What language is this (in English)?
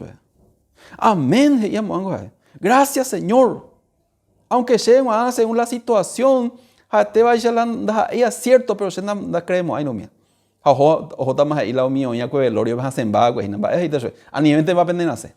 Guarani